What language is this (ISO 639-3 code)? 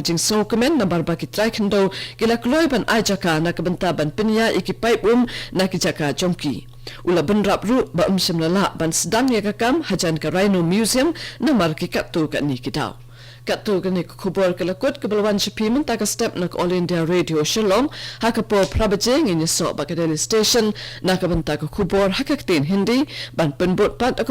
kha